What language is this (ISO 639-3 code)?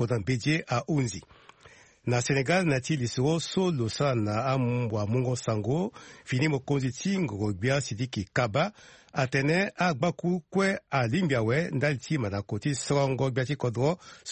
sag